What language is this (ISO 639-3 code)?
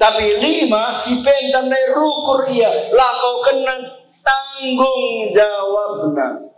btx